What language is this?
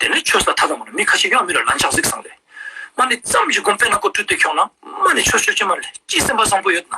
Ladakhi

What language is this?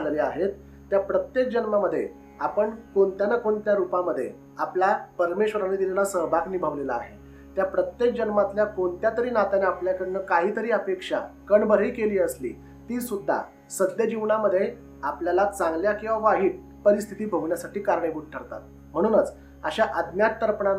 Marathi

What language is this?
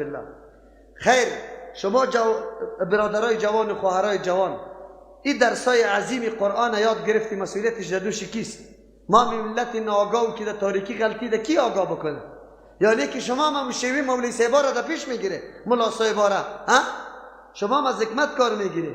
Persian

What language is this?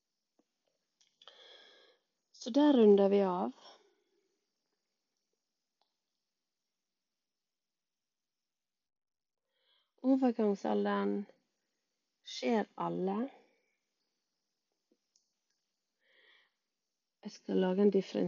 Norwegian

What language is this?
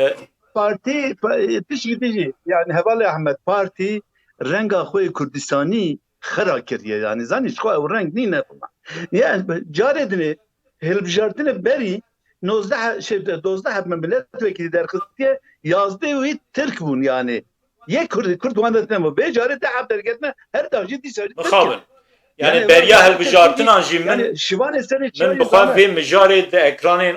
Kurdish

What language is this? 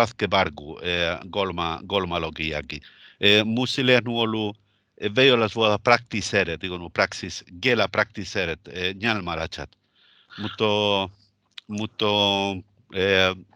Northern Sami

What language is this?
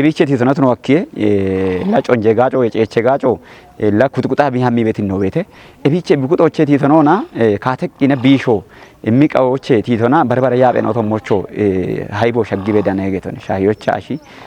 Kafa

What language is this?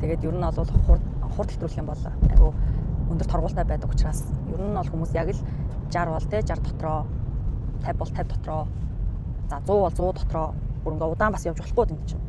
Mongolian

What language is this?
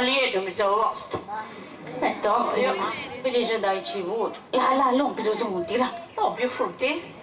Sardinian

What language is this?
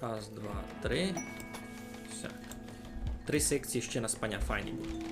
Rusyn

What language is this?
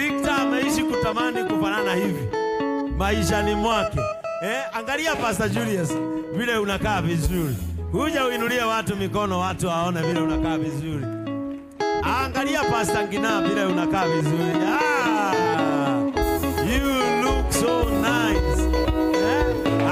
Swahili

